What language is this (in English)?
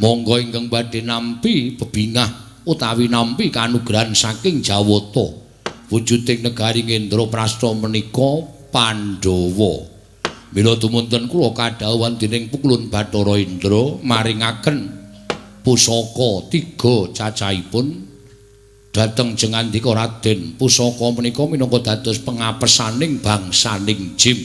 Javanese